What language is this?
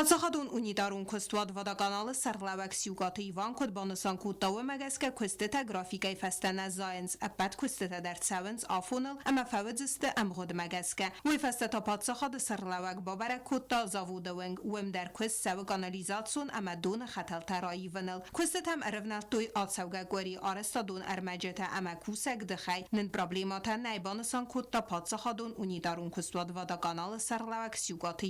Ossetic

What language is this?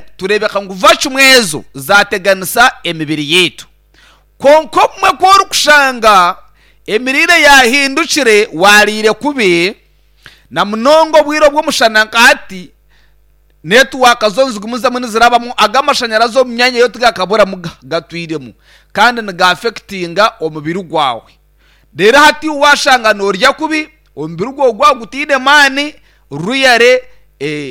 Nyankole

